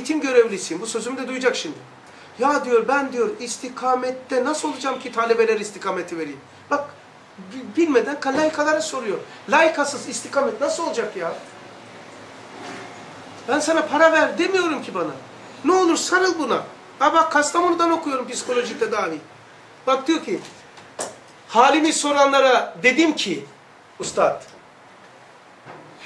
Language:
Turkish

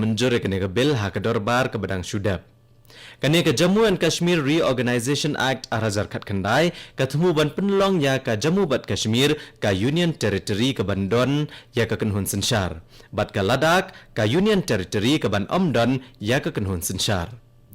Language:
Khasi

